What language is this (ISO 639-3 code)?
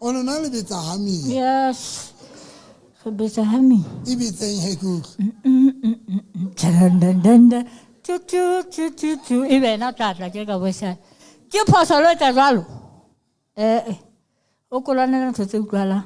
tsn